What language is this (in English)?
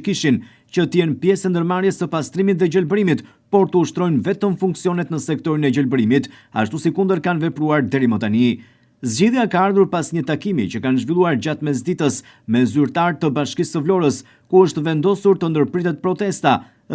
Albanian